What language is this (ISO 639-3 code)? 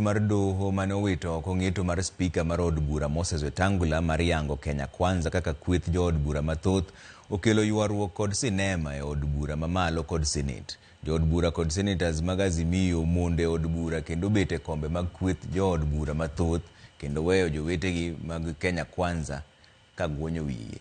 luo